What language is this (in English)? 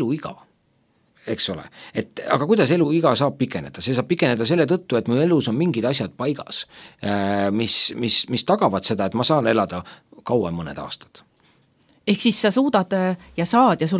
Estonian